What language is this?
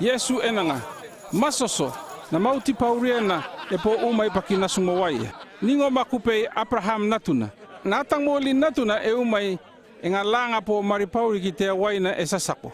North Efate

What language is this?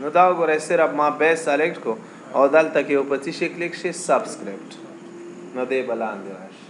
Pashto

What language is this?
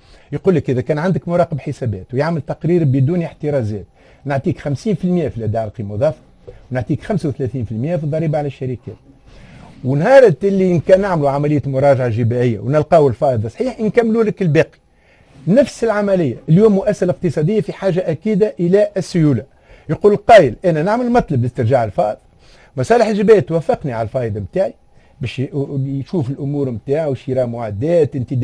Tunisian Arabic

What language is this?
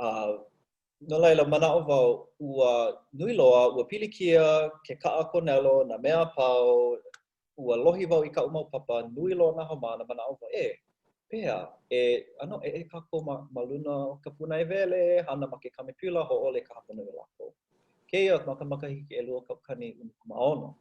Hawaiian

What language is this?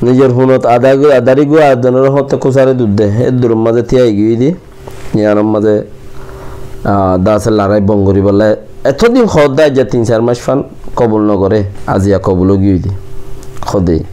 Rohingya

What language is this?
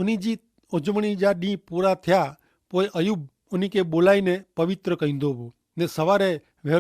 Kachhi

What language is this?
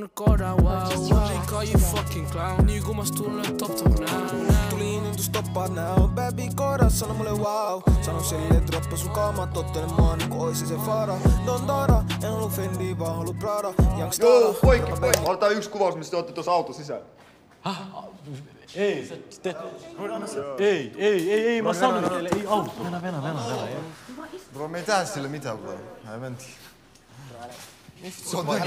Finnish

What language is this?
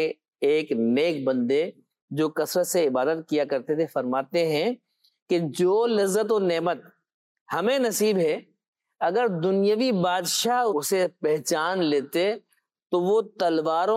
Urdu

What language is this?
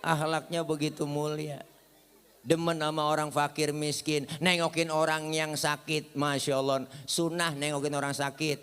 Betawi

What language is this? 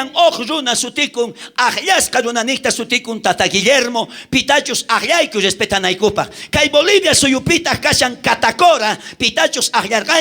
South Bolivian Quechua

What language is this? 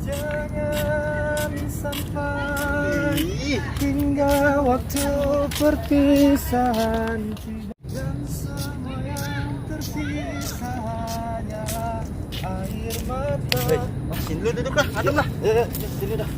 Betawi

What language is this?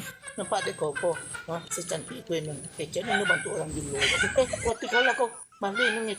Minangkabau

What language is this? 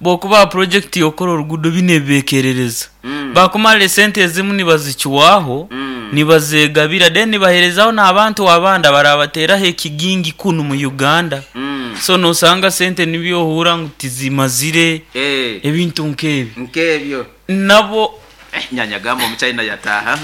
Nyoro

